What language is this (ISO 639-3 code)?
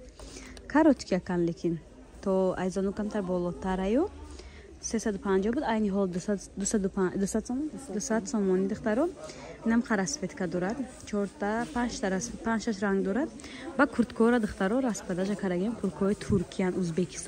tgk